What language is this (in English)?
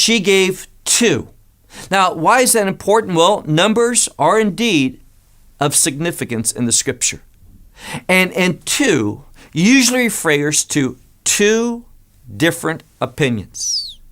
English